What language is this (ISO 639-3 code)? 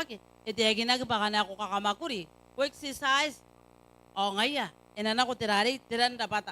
gil